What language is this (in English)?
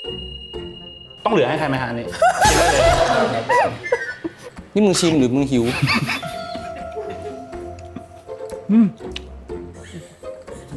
Thai